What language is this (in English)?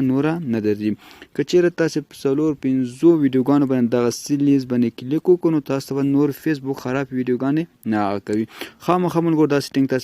Pashto